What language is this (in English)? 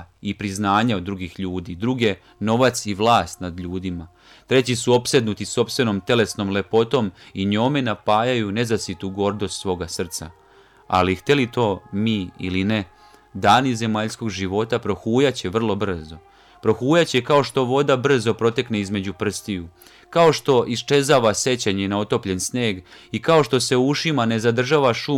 Serbian